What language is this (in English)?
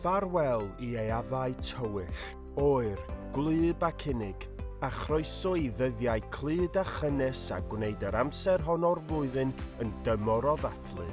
Welsh